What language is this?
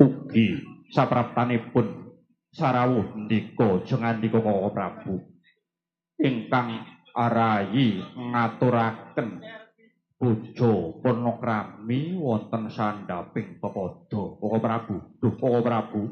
Javanese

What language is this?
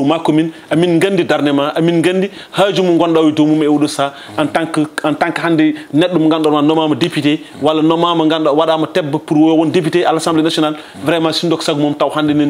Fula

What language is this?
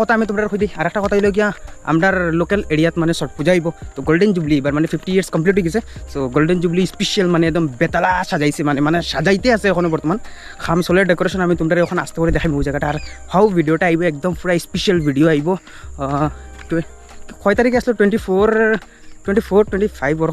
Sylheti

